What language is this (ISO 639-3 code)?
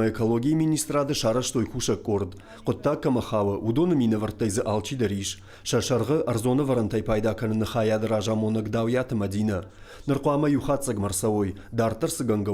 oss